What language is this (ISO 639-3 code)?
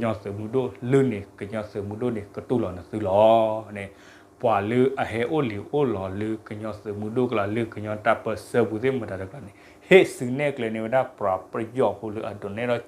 ksw